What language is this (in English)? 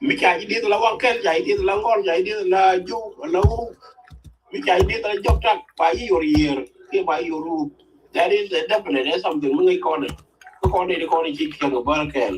Nuer